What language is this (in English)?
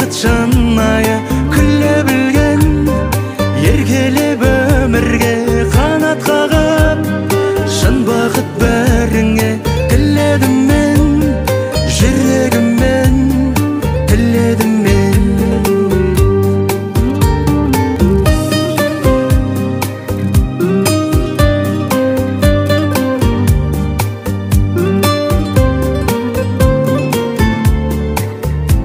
Kazakh